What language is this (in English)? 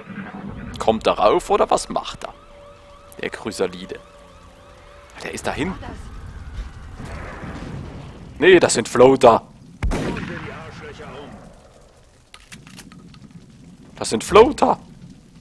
German